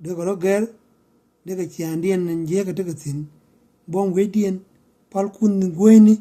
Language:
Nuer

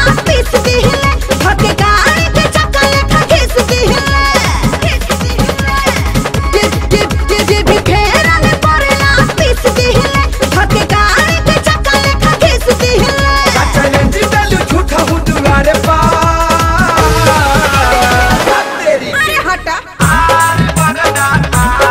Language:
Bhojpuri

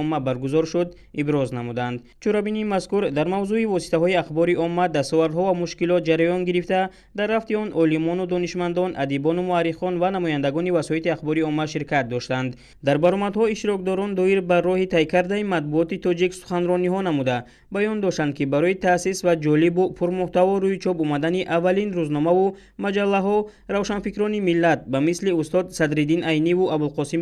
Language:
Tajik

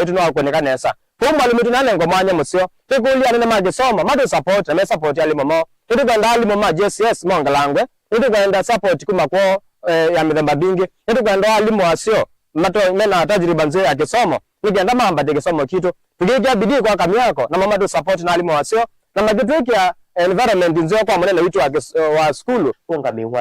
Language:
Kamba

